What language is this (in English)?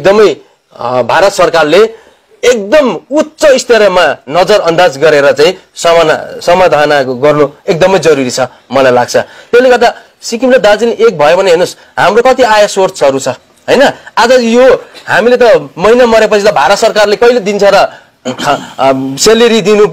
Nepali